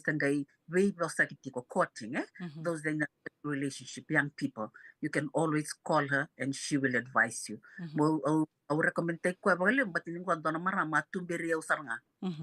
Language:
Fijian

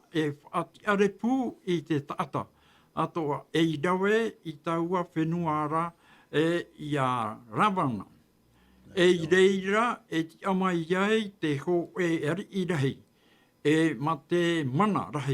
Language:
Tahitian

